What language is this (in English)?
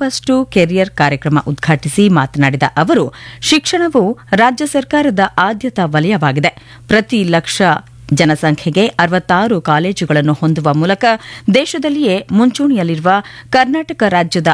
Kannada